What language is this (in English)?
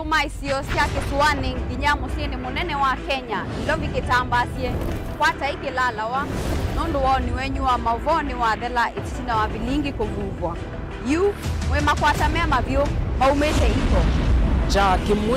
Kamba